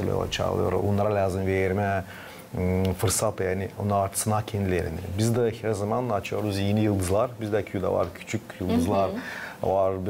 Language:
Gagauz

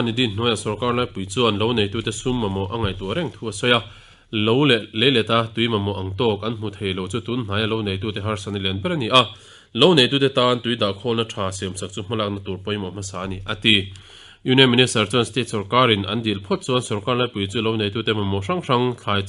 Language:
Mizo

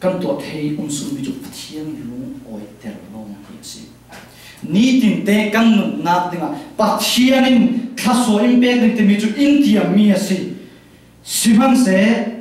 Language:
Falam Chin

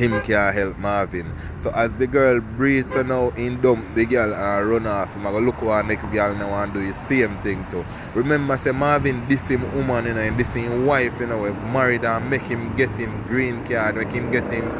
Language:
Jamaican Creole English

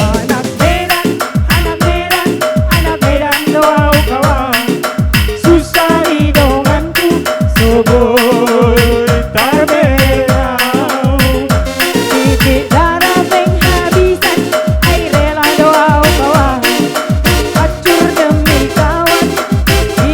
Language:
Batak Karo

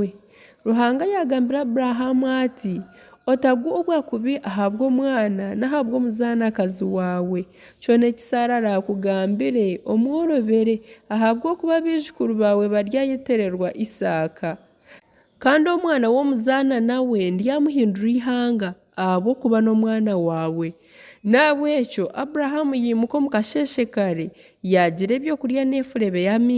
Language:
Nyankole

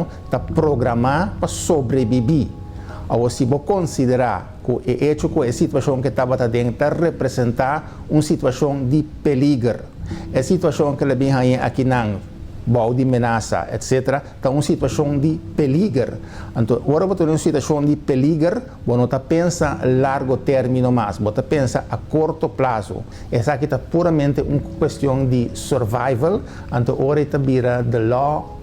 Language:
Papiamento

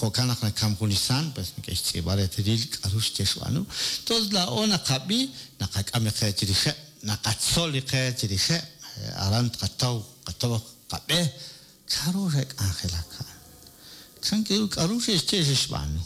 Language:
Kekchí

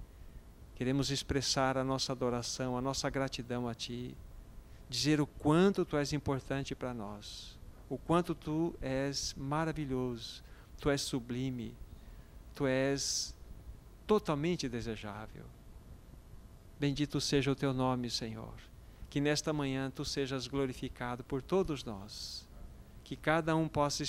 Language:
Portuguese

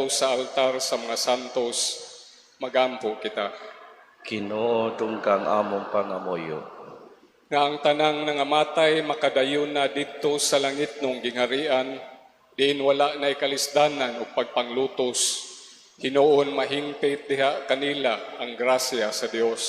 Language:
Cebuano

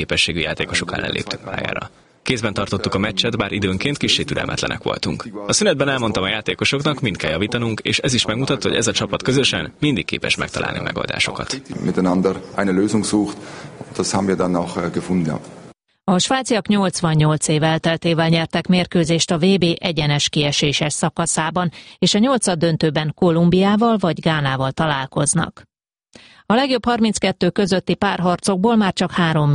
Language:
Hungarian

